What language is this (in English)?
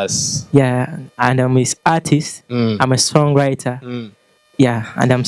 Ganda